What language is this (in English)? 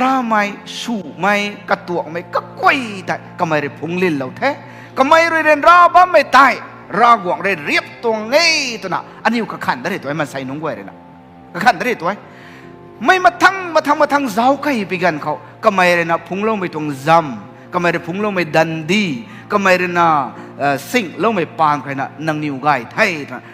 Rongmei Naga